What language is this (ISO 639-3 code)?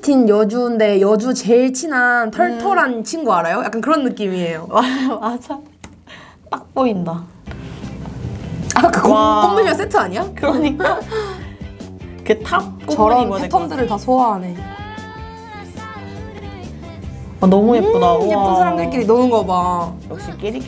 kor